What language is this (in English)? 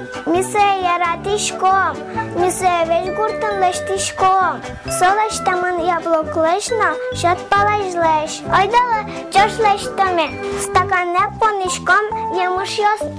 Udmurt